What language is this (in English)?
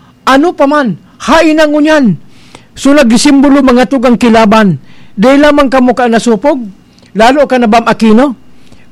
Bikol